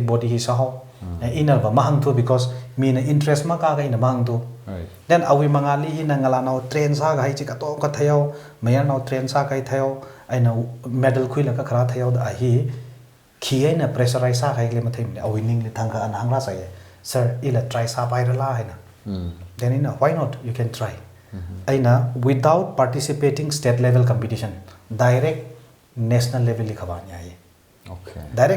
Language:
Tangkhul Naga (India)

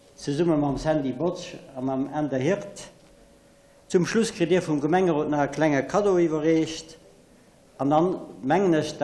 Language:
Luxembourgish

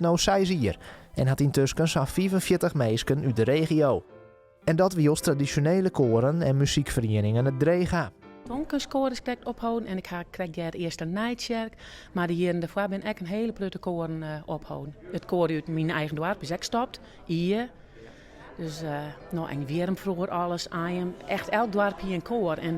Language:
Western Frisian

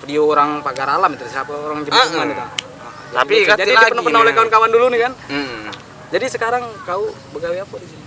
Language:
Musi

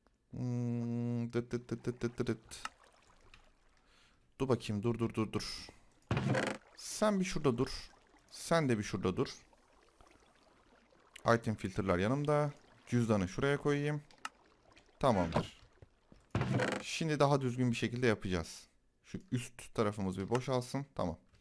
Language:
Turkish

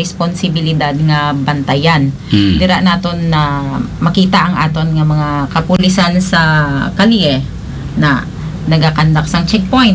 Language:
Hiligaynon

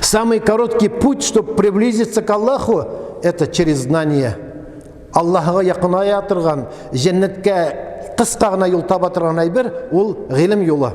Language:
Tatar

